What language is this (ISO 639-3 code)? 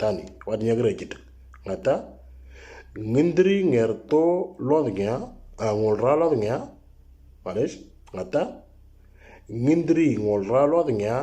mor